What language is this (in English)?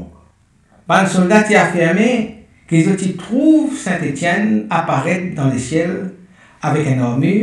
Morisyen